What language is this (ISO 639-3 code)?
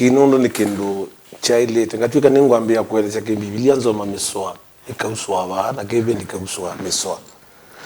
kam